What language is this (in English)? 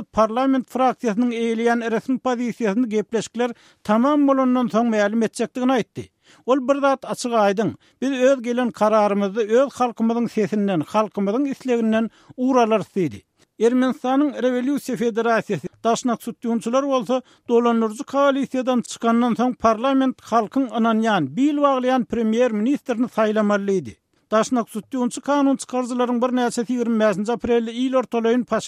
Turkmen